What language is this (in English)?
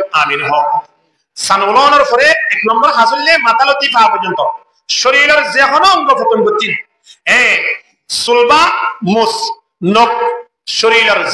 Rohingya